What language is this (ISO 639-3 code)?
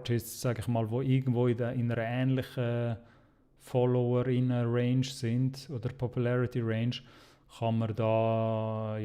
gsw